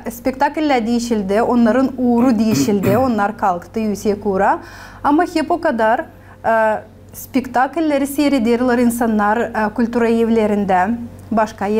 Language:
Gagauz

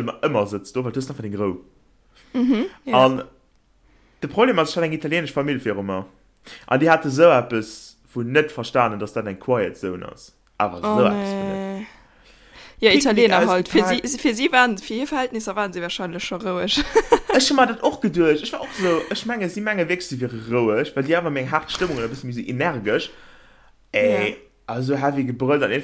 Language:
Luxembourgish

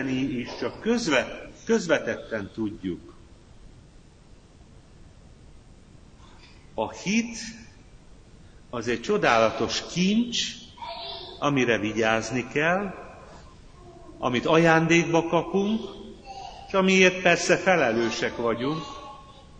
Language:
Hungarian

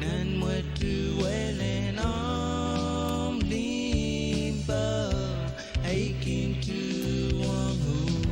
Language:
Pohnpeian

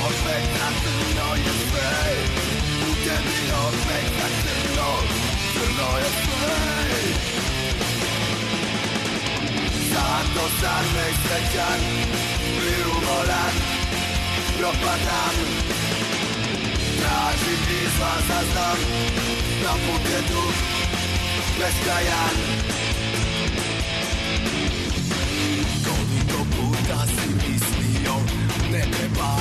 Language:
Serbian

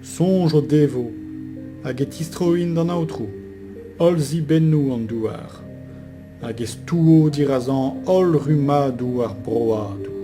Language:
Breton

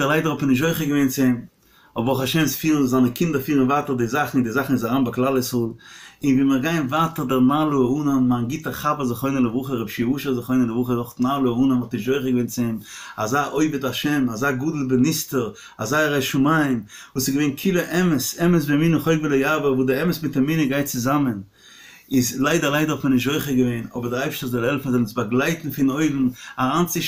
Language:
Yiddish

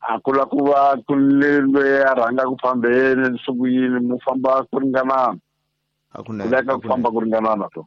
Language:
Tsonga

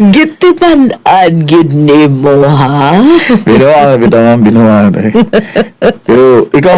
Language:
Cebuano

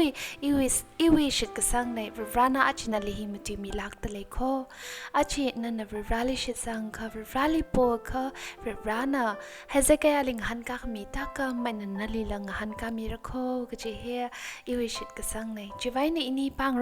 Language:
Tangkhul Naga (India)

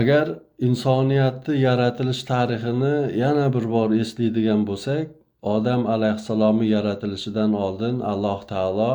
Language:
Uzbek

